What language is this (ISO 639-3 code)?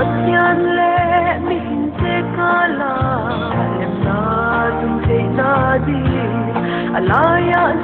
pck